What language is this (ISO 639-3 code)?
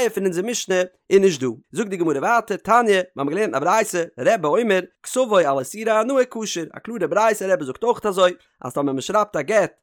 yid